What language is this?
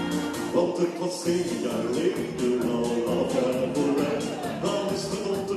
Dutch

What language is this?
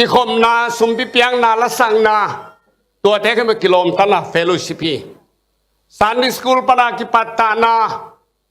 Tedim Chin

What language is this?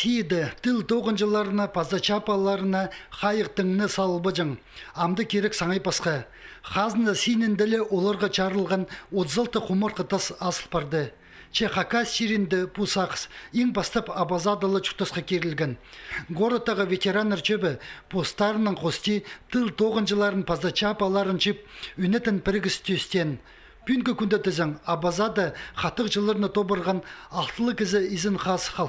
Khakas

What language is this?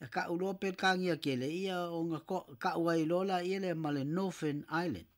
Samoan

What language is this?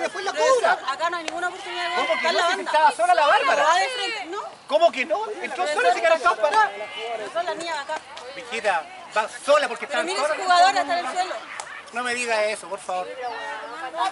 Spanish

